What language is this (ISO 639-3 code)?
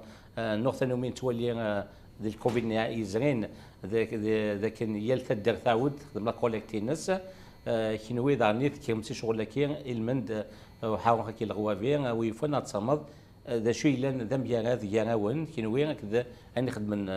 kab